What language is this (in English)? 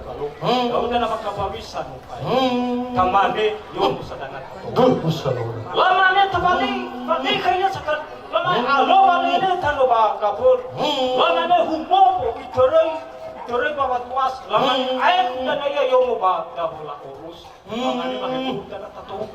Nias